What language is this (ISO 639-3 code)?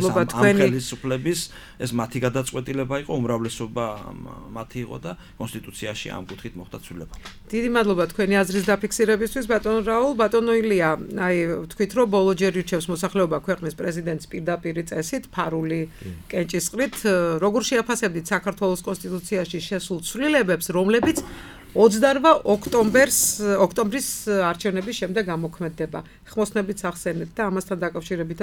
kat